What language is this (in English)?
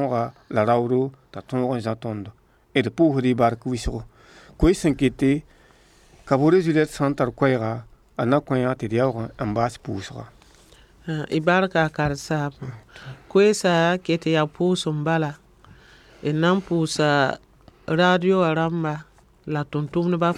Mossi